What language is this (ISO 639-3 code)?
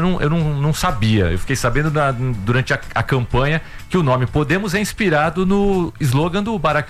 por